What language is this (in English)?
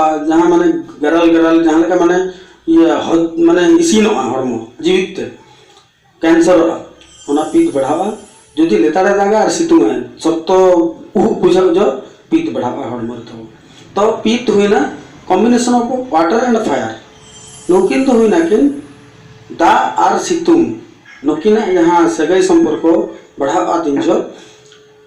Santali